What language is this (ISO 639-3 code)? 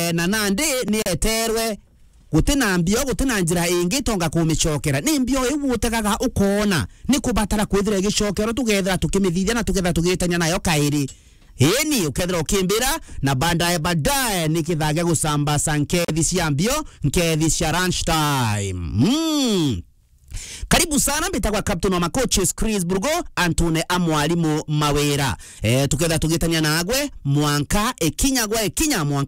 mer